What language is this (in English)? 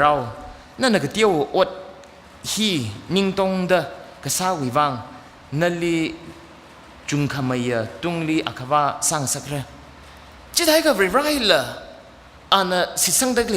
Tangkhul Naga (India)